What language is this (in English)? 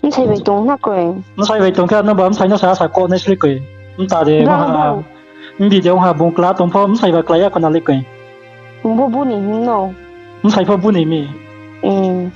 Riang (India)